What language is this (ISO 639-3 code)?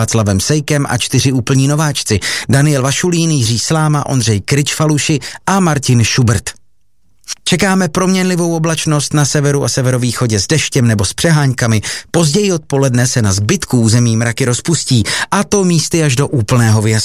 ces